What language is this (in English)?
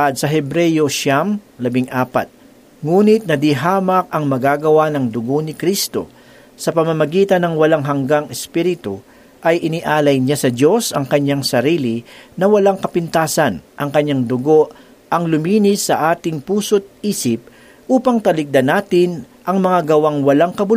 Filipino